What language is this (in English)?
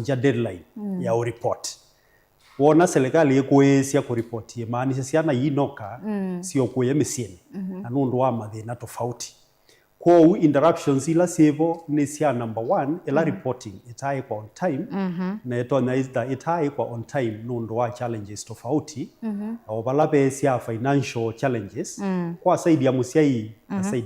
Kamba